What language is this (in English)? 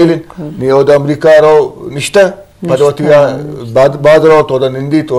Eastern Balochi